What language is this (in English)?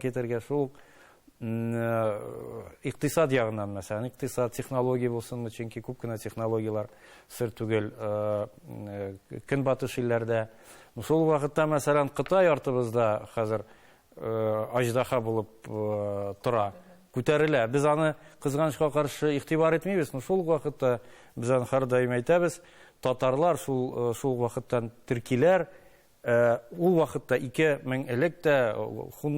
Tatar